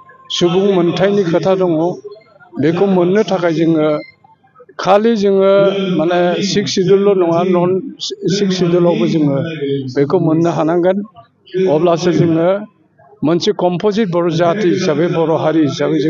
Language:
Bodo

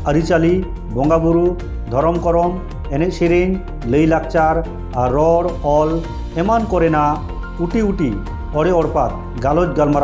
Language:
Santali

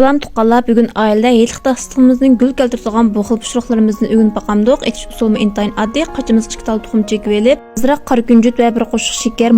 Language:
Uyghur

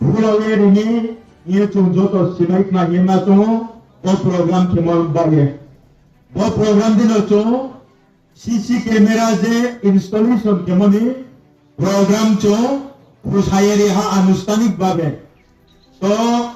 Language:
Riang (India)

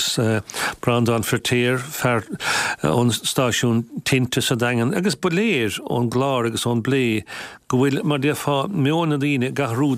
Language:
Irish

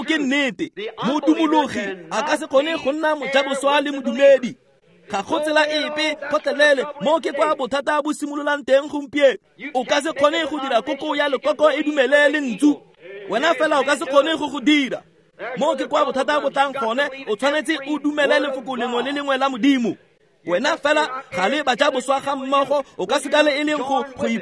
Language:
Tswana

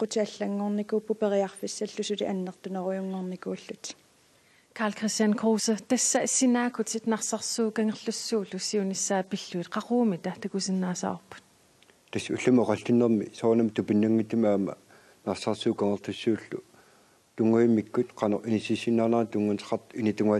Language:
Kalaallisut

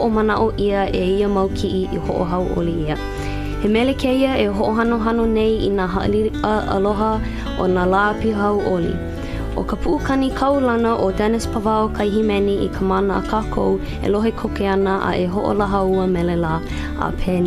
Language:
Hawaiian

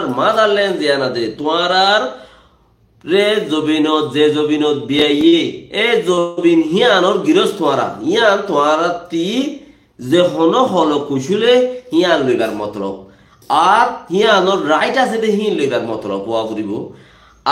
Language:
Rohingya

